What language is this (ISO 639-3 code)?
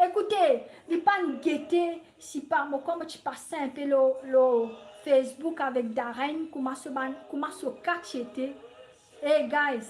mfe